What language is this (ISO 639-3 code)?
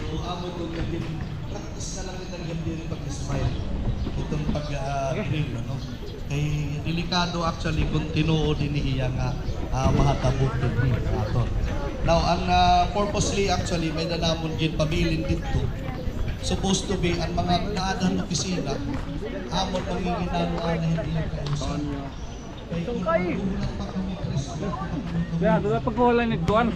war